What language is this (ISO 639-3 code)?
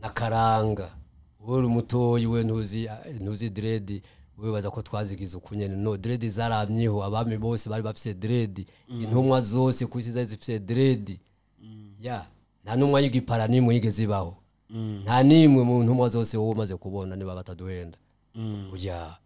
run